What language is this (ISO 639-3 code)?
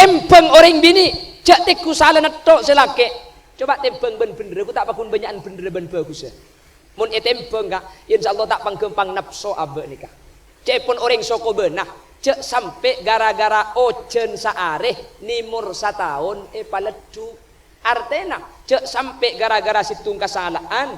mad